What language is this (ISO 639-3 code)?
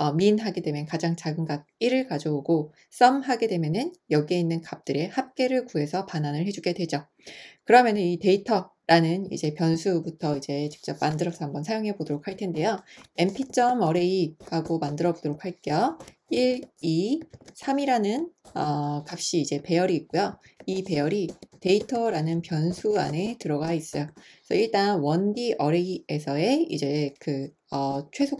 kor